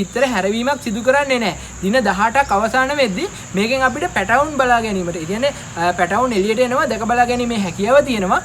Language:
Sinhala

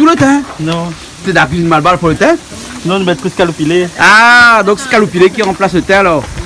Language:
Réunion Creole French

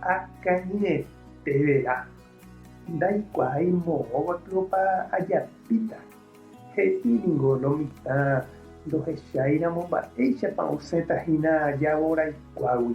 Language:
Guarani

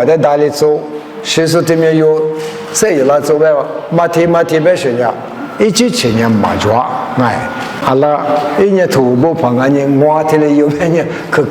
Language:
Lisu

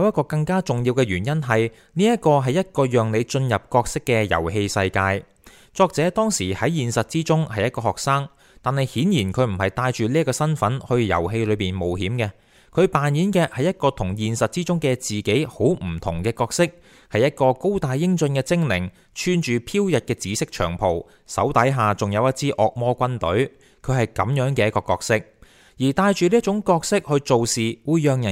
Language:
Cantonese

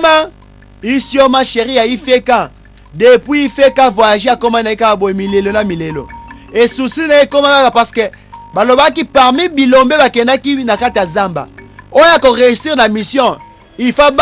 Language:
Lingala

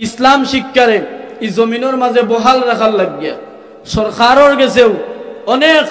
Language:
Sylheti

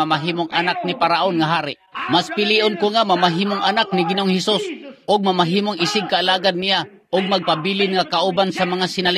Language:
Cebuano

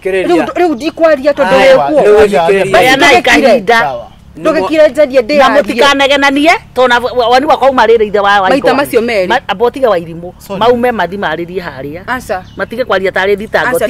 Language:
Kikuyu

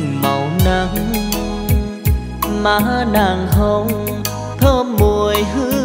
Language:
Vietnamese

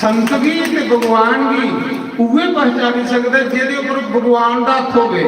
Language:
Dogri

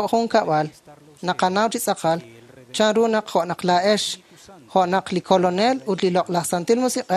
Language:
Kekchí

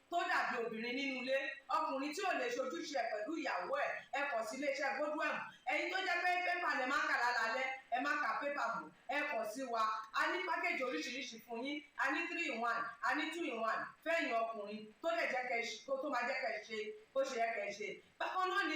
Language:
Yoruba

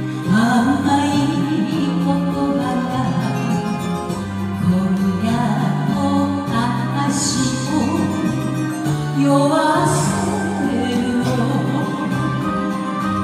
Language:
Japanese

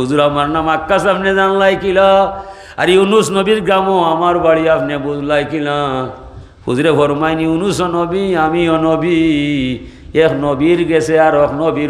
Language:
Sylheti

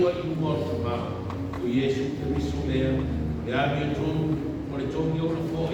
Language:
Samoan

